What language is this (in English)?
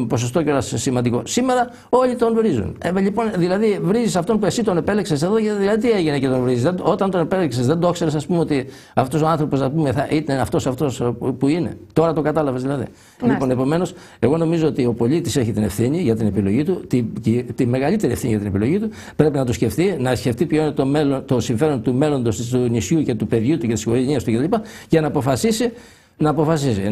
Greek